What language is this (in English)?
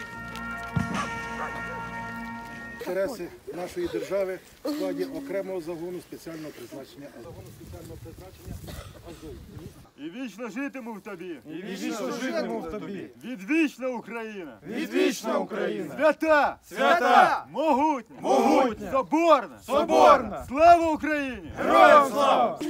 Ukrainian